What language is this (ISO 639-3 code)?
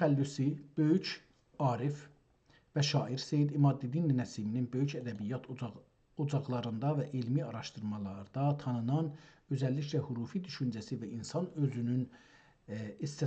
azb